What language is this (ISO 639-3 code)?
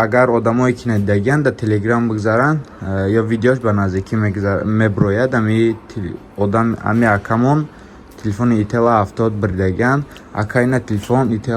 tgk